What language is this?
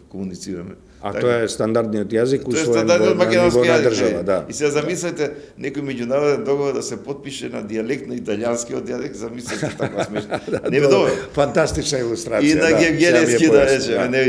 Macedonian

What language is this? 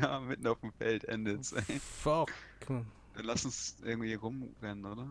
Swiss German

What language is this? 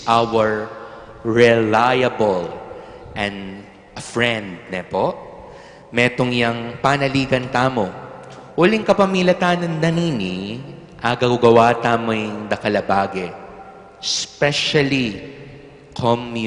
Pampanga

